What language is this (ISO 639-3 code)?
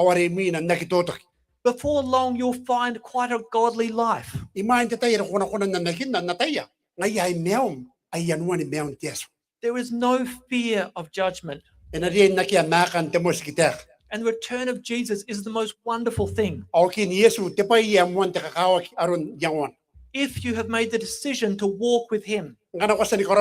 gil